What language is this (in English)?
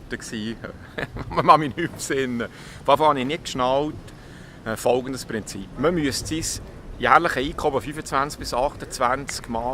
Swiss German